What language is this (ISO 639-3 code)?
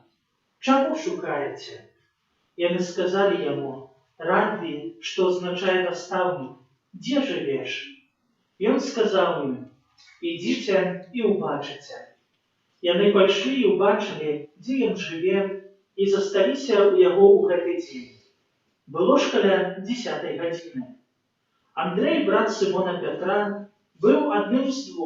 bel